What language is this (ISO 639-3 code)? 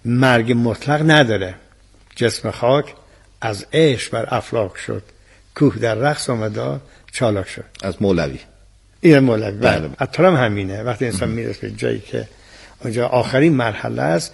fas